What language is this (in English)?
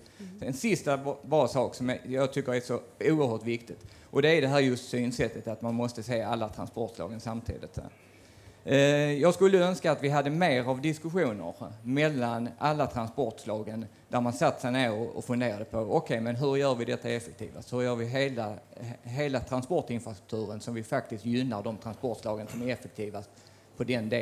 Swedish